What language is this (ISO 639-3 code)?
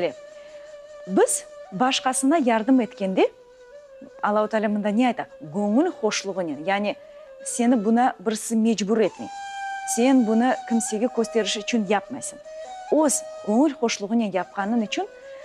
crh